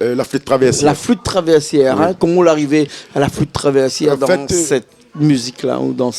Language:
Réunion Creole French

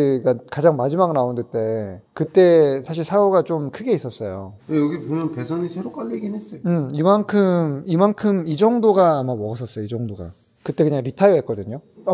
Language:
Korean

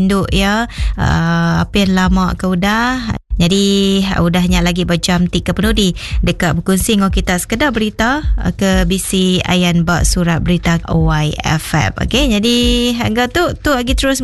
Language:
Iban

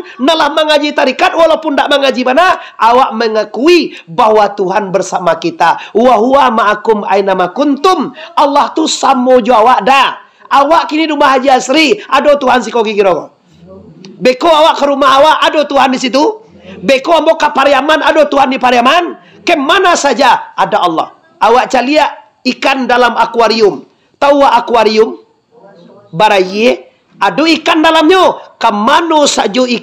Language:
Minangkabau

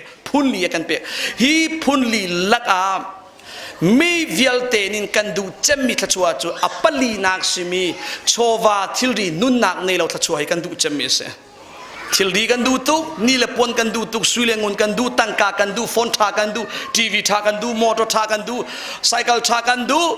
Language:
Hakha Chin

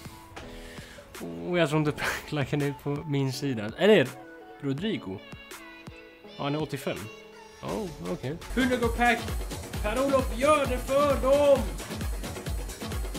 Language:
Swedish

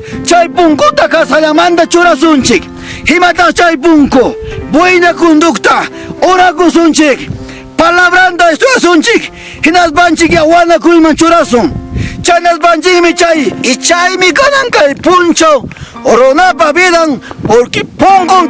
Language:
Ayacucho Quechua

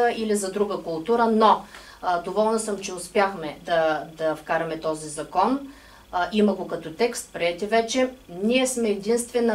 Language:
Bulgarian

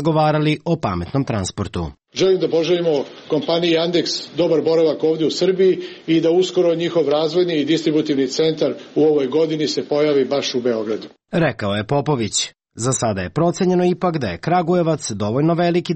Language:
Serbian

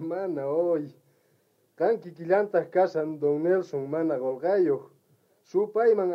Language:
South Bolivian Quechua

